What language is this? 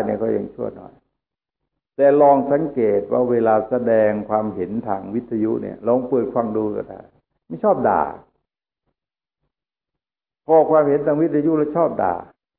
Thai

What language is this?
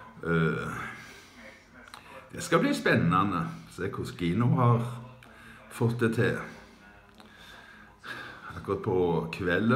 Norwegian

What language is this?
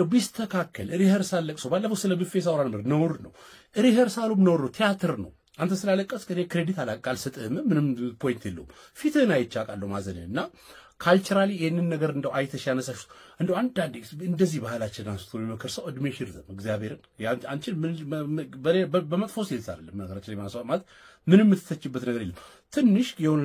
Amharic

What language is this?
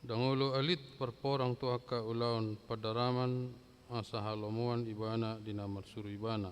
Batak Toba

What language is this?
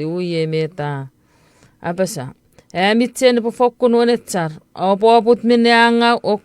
Chuukese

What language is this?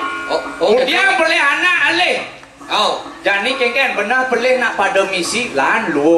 Balinese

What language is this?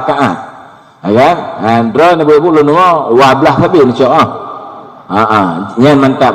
Achinese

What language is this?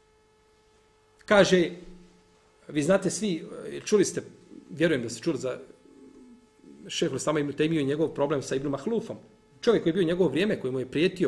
Bosnian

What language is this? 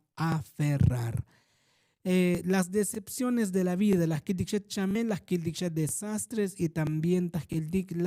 Tzotzil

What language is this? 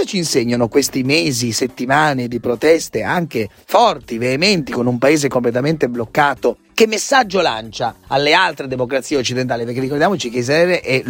Italian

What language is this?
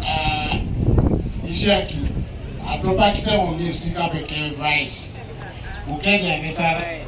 Teso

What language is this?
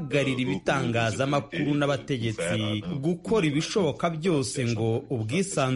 Kinyarwanda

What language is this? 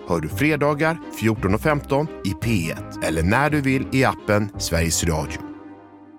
Swedish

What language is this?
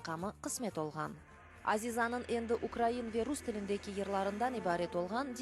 Crimean Tatar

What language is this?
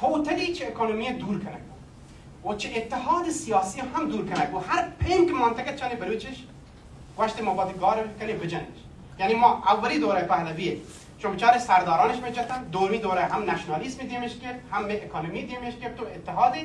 Baluchi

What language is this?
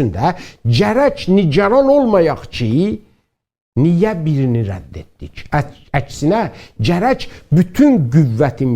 South Azerbaijani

